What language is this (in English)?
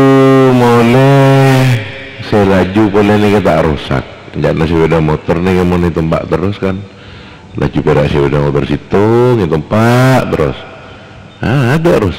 Madurese